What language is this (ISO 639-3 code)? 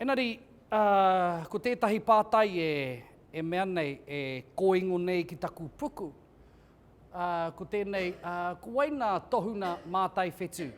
mri